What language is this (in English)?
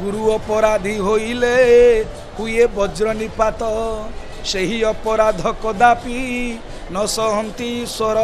Odia